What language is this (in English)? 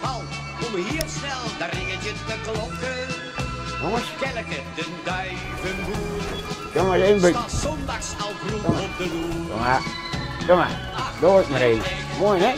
Western Frisian